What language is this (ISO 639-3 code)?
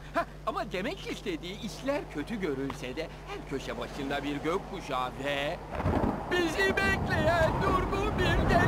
tur